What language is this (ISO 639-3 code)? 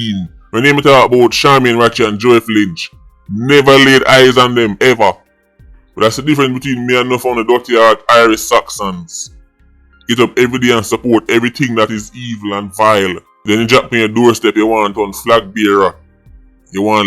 jam